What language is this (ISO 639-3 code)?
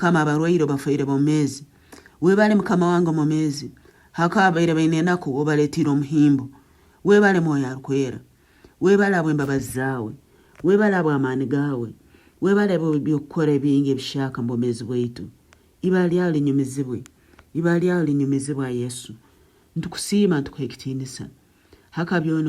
nyn